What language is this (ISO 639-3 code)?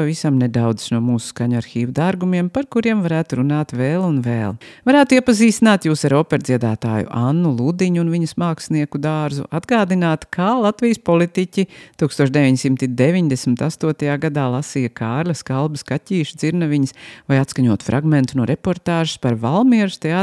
lav